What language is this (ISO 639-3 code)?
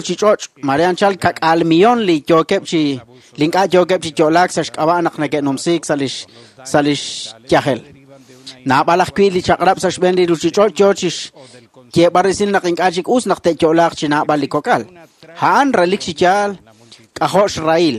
kek